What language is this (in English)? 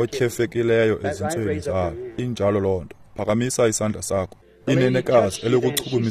Xhosa